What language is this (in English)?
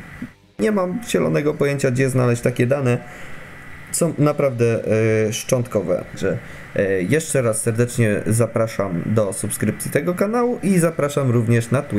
Polish